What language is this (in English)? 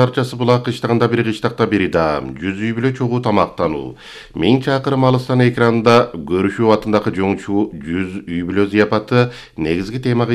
Kyrgyz